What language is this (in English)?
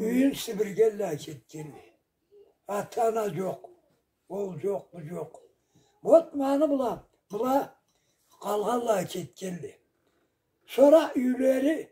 Karachay-Balkar